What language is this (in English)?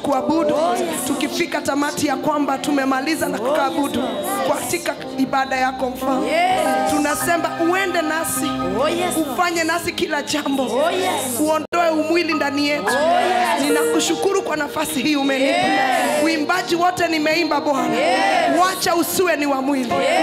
Swahili